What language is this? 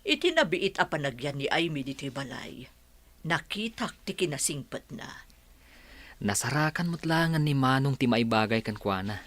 Iloko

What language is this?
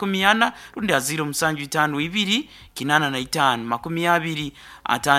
Nyoro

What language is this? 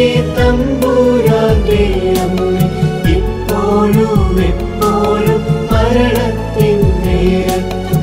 Malayalam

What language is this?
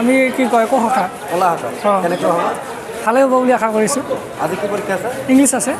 Assamese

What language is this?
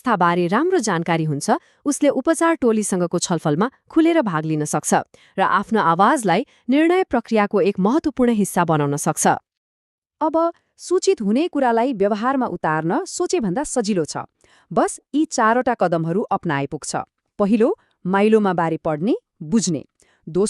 Nepali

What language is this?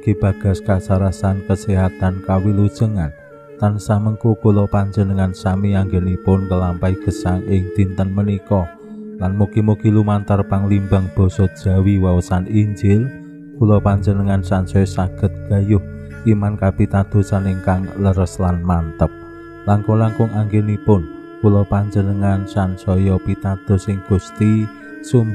Javanese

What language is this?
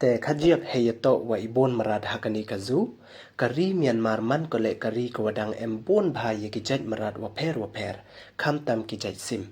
Pnar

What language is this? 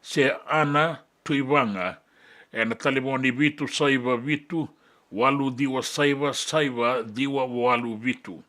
Fijian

